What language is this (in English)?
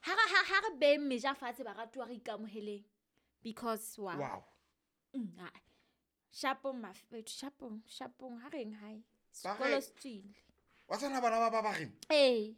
Southern Sotho